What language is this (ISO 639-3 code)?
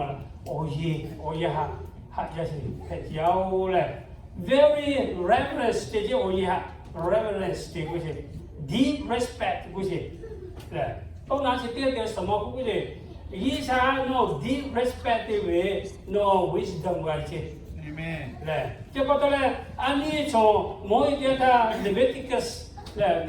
lhu